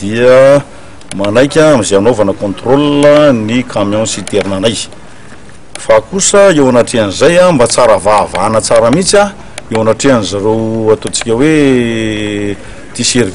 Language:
Malagasy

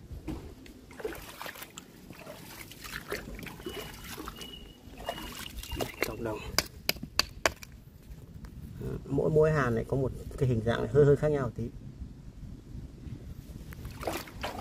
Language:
Vietnamese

